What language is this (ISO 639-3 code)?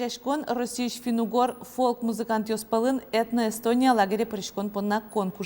udm